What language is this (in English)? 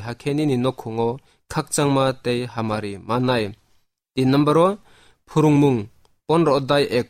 Kok Borok